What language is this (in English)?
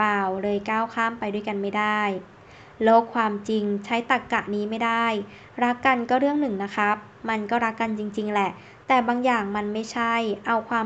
Thai